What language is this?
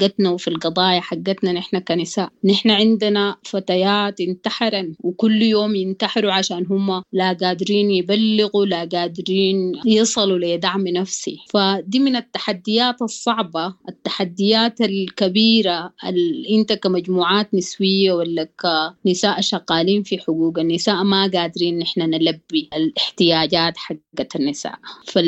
Sudanese Arabic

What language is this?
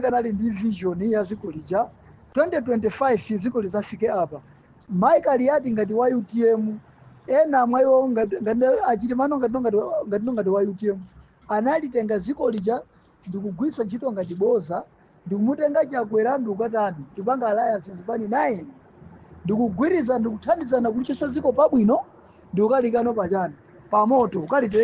Nyanja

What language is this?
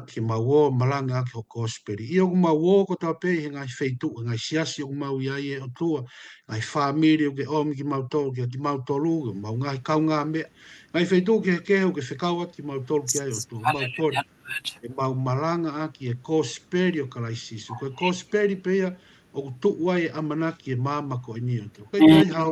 Tongan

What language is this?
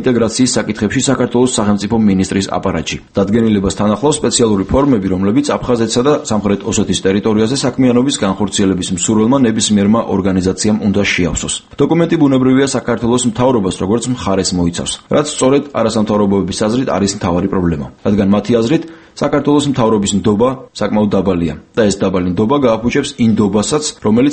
Georgian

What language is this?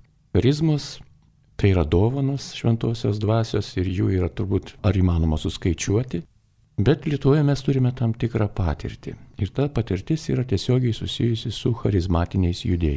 Lithuanian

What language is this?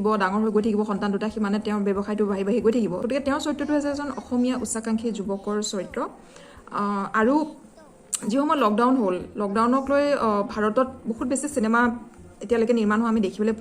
Assamese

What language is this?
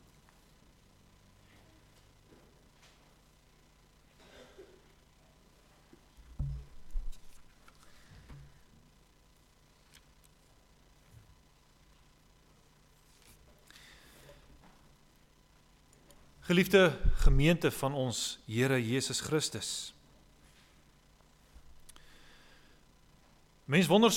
Afrikaans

